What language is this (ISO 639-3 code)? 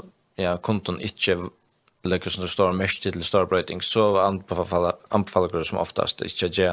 fao